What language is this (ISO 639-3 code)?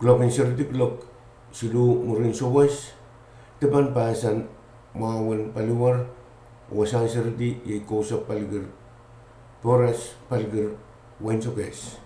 pon